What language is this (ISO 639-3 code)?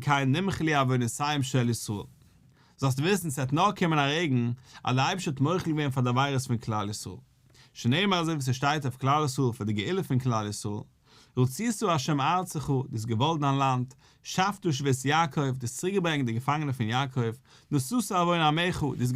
yid